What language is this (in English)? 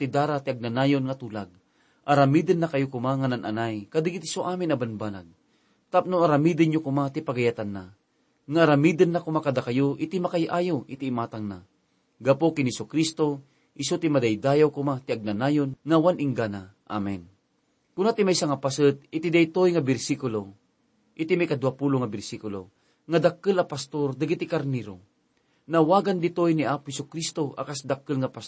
Iloko